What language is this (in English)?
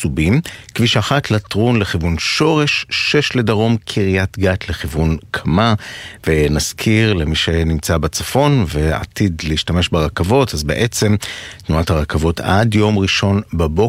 Hebrew